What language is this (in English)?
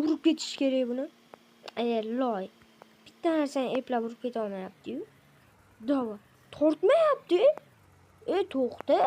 Uzbek